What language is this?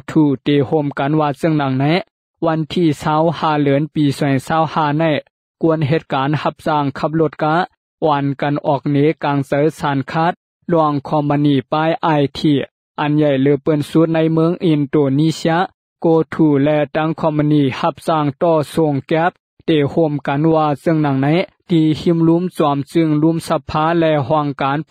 Shan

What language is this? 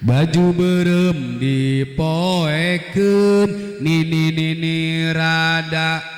Sundanese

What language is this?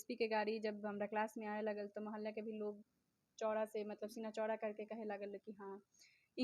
Bhojpuri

